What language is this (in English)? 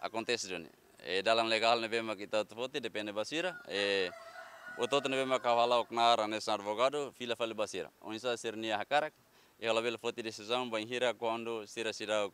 Tetum